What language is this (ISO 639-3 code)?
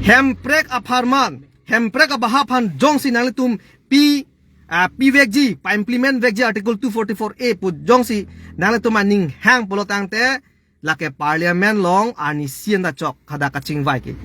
mjw